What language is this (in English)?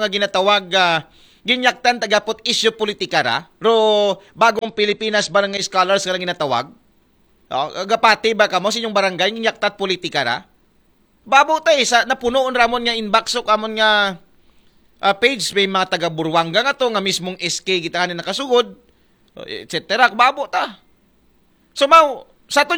Aklanon